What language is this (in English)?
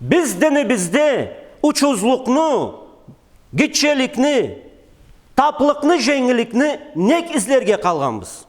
Karachay-Balkar